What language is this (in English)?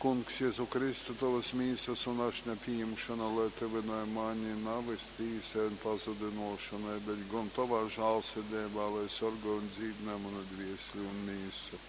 Latgalian